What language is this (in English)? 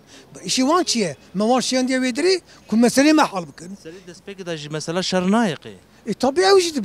Kurdish